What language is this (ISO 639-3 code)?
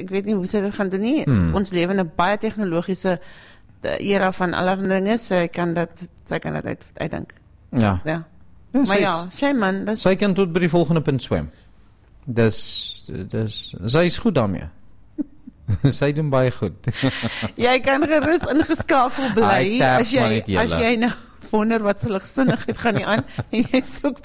afr